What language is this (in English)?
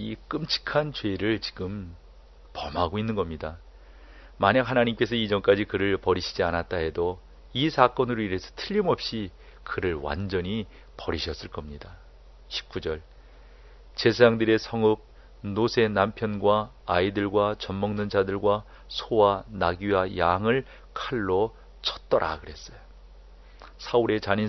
Korean